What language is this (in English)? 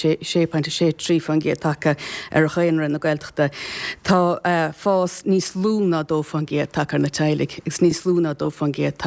Irish